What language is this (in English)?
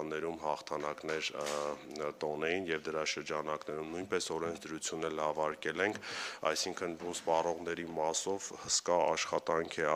Armenian